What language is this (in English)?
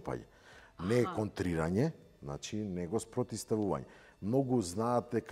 Macedonian